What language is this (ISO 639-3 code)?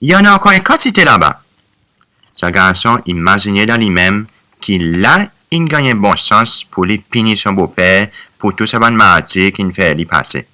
crs